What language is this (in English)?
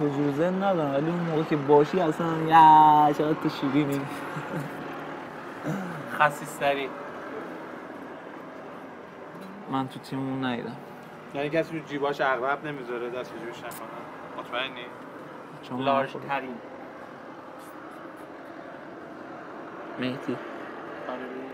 Persian